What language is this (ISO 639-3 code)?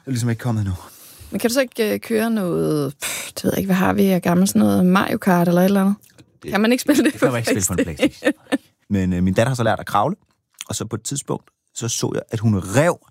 dan